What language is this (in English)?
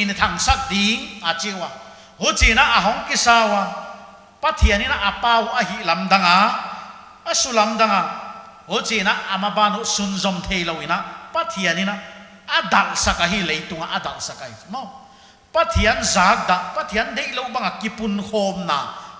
Paite Chin